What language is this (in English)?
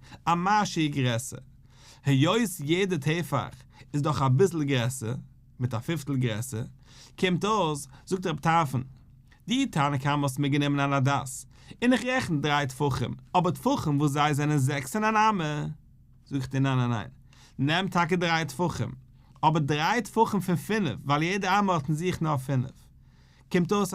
Yiddish